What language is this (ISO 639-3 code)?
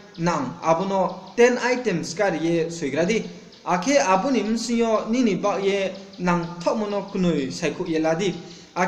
ria